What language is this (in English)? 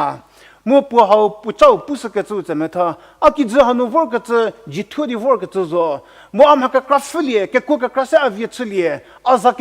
Angami Naga